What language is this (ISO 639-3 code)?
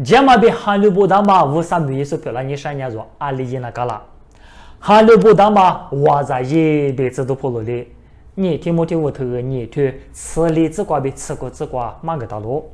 lis